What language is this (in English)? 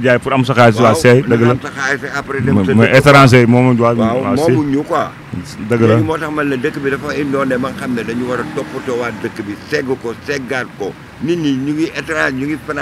Wolof